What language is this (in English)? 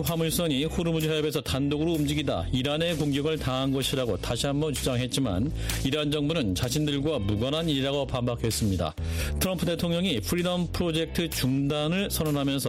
Korean